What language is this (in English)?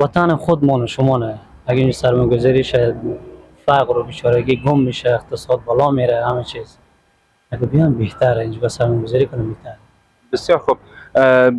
Persian